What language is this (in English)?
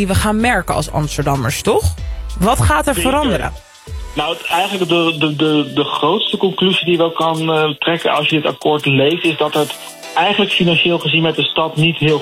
Dutch